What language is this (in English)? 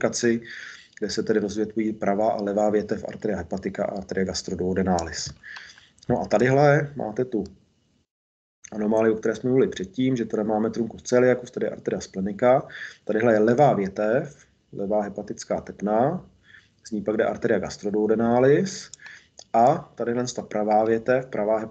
Czech